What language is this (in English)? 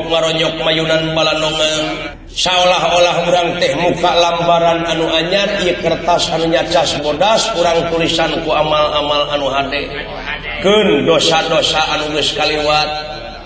Sundanese